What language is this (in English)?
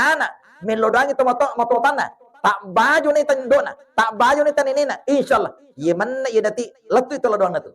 Buginese